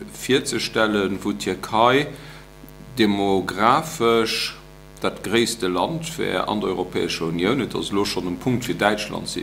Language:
Luxembourgish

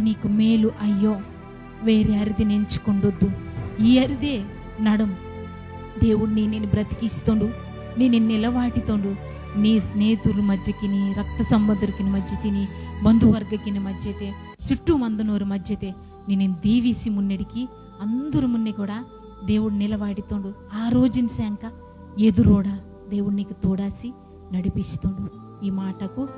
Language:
Koya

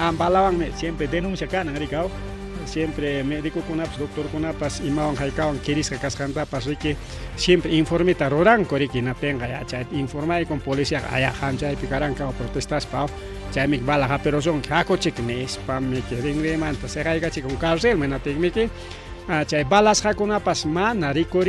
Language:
Ayacucho Quechua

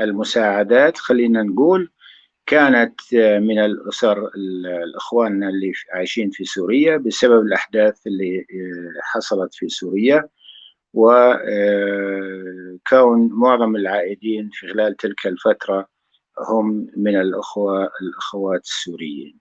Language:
North Levantine Arabic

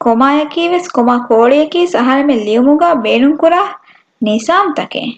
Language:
Divehi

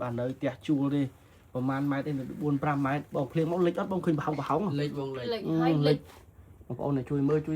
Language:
Khmer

